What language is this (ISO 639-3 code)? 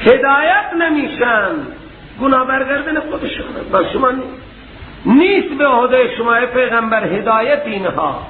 fas